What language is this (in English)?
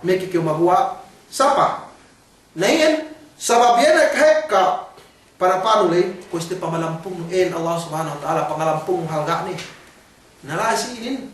Yakan